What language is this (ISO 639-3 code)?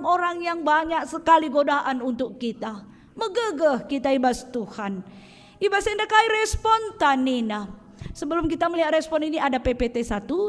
btx